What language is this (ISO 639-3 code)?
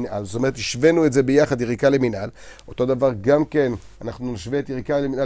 heb